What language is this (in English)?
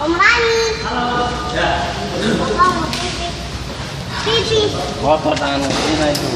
Ambonese Malay